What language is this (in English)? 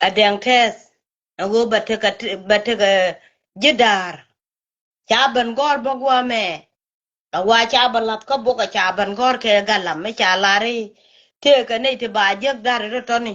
Nuer